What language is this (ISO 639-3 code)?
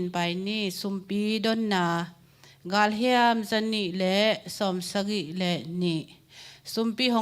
ctd